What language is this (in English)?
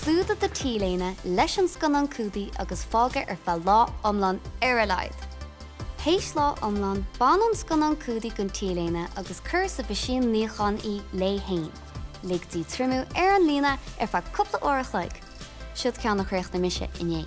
Irish